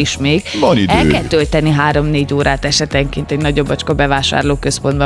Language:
Hungarian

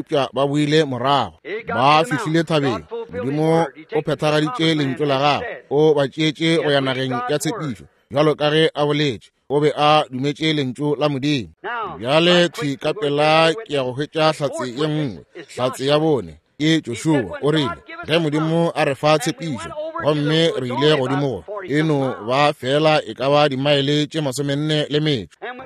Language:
Northern Sotho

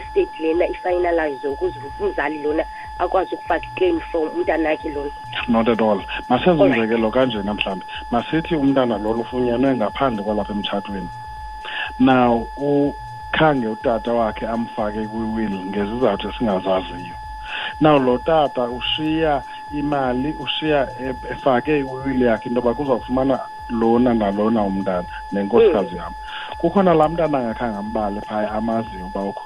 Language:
Xhosa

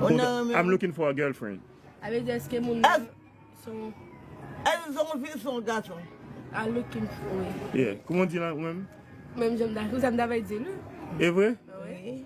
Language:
Haitian Creole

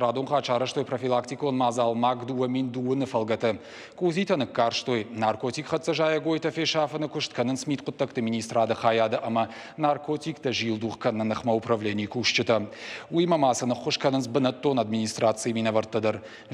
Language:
Ossetic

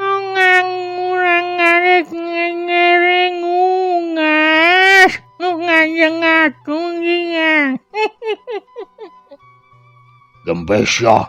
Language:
Sundanese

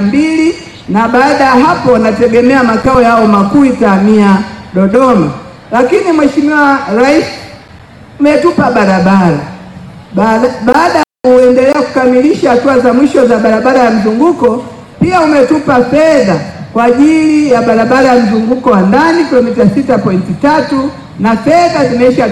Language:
Swahili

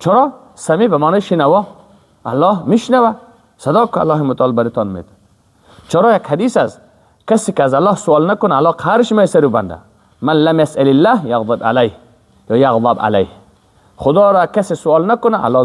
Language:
Persian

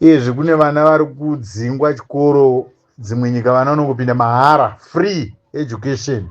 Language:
Shona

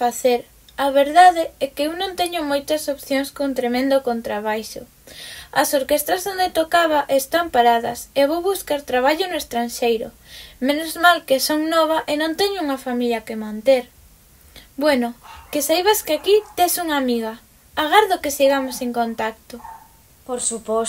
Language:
Galician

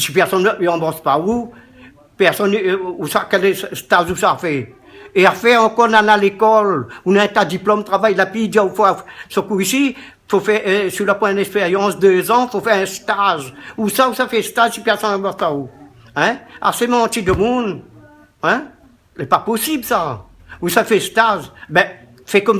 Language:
Réunion Creole French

